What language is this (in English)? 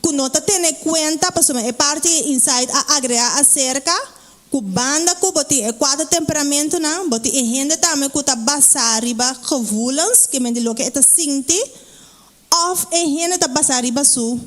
Papiamento